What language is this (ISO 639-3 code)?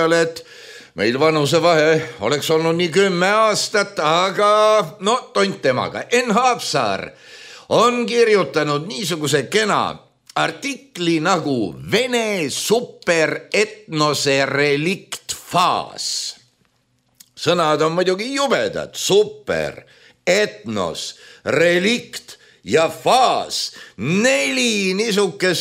est